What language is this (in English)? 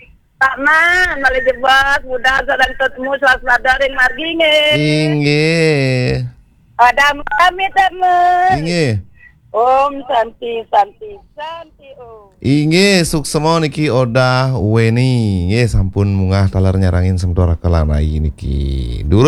Balinese